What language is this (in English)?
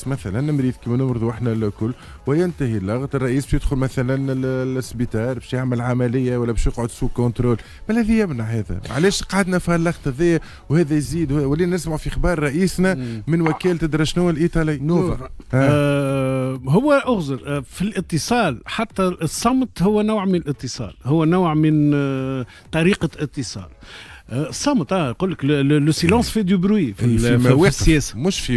Tunisian Arabic